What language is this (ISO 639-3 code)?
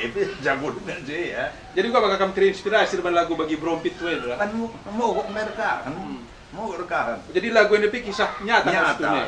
btx